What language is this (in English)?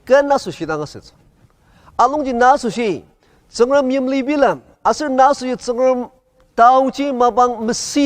Ao Naga